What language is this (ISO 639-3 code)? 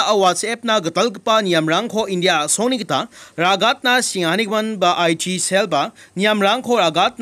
grt